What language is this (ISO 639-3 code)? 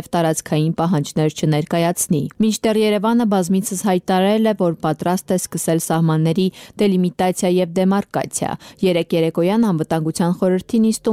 hye